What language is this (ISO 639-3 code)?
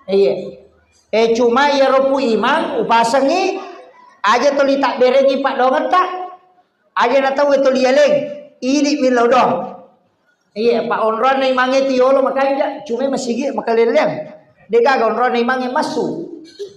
bug